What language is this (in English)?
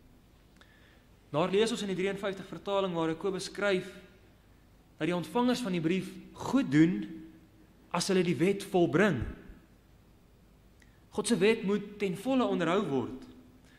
Afrikaans